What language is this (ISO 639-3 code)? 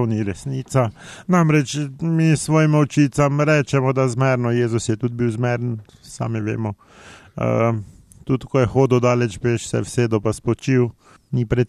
slv